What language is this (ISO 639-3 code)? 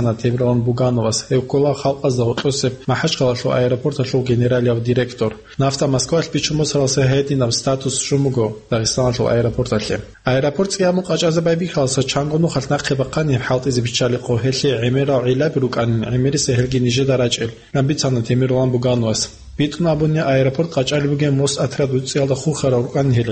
ava